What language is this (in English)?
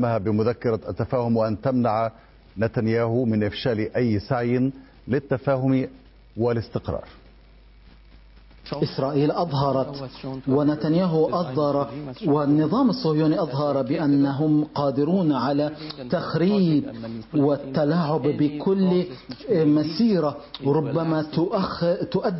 Arabic